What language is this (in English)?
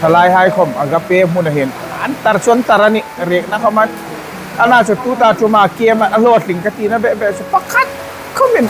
Hmar